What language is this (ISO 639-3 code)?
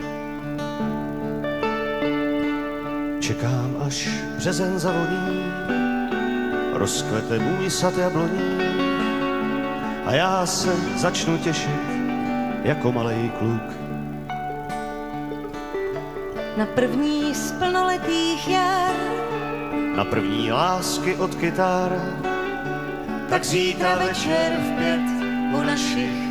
ces